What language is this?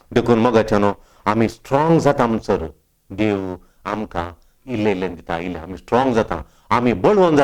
Konkani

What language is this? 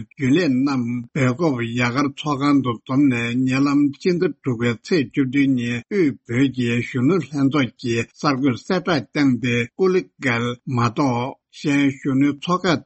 Tibetan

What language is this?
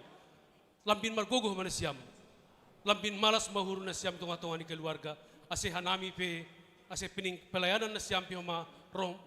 Batak Simalungun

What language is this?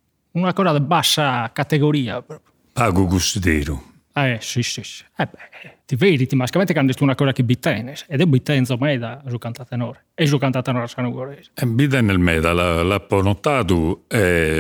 Sardinian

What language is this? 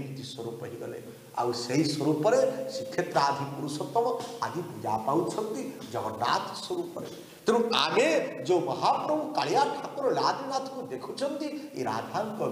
Odia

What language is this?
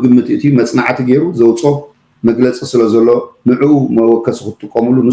Tigrinya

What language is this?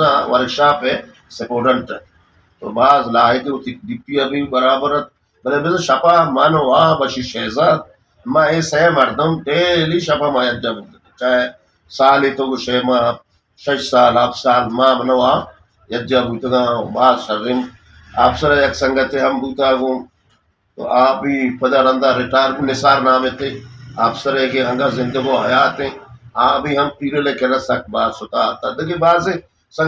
Eastern Balochi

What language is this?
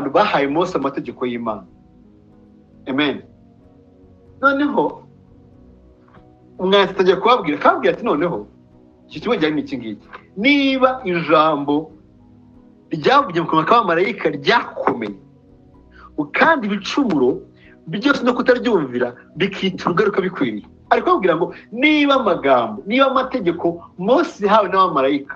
Kinyarwanda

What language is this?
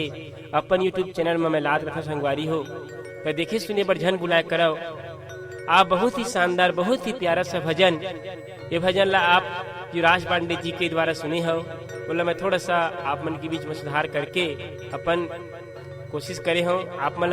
Chhattisgarhi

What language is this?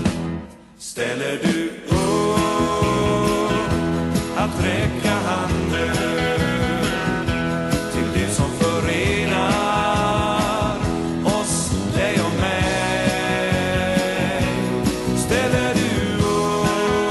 Swedish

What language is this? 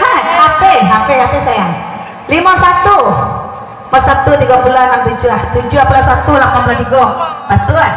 Minangkabau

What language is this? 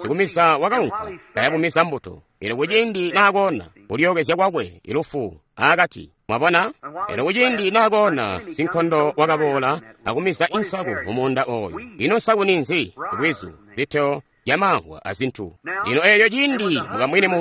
Tonga (Zambia)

